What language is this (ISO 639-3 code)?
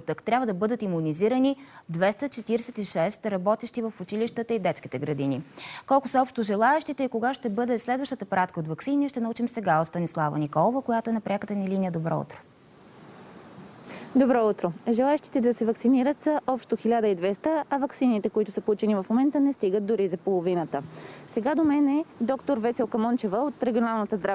bul